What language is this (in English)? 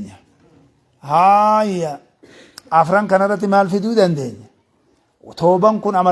Oromo